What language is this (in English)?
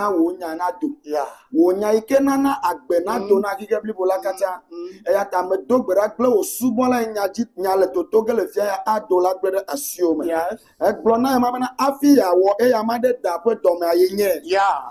Ewe